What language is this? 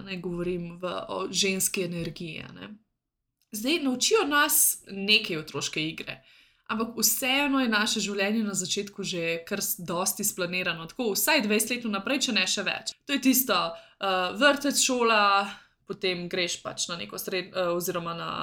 Slovenian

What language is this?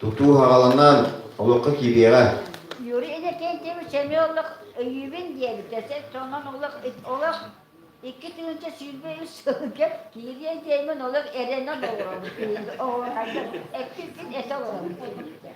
Yakut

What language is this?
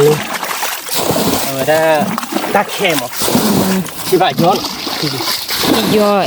S'gaw Karen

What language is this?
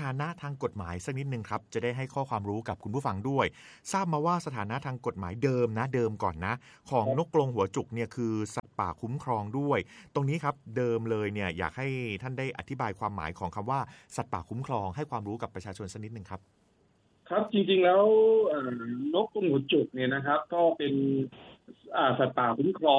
Thai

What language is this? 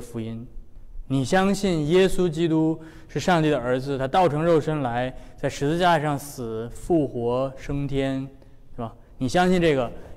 Chinese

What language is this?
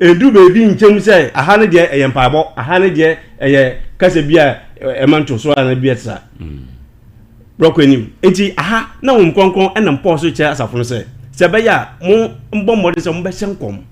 Akan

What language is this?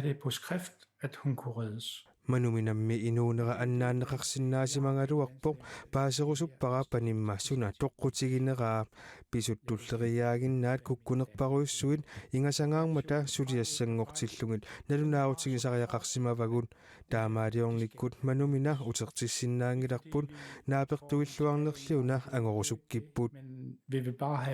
Kalaallisut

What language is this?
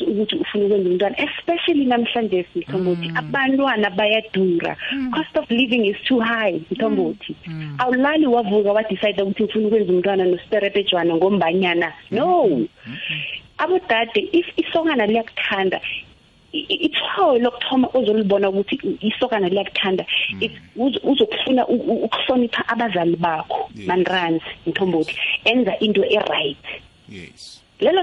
South Ndebele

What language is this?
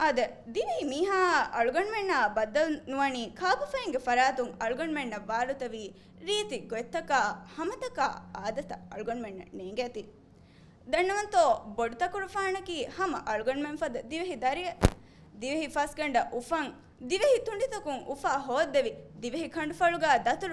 Divehi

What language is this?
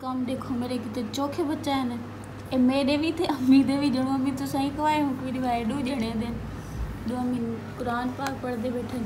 Saraiki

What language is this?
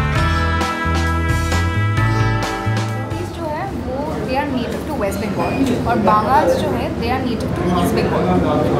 Hindi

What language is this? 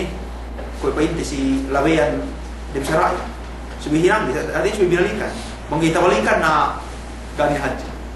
Yakan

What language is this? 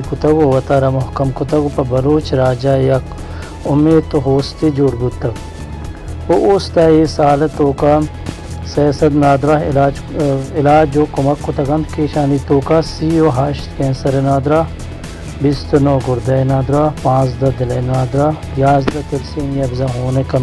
Baluchi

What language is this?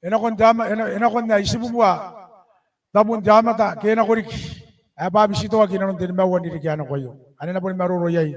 Gilbertese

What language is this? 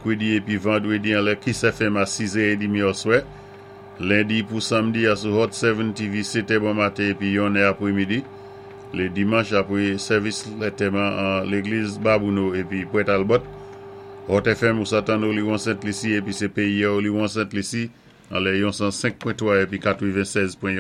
Saint Lucian Creole French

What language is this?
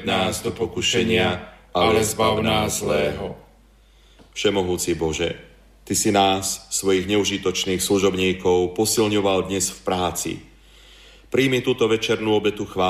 Slovak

